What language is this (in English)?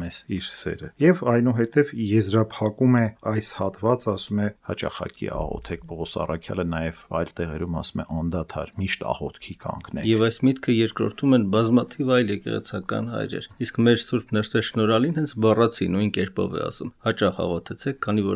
Armenian